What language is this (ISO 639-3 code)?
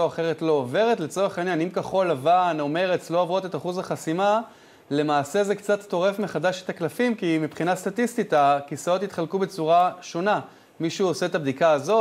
heb